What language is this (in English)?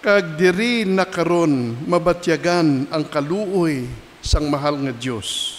Hiligaynon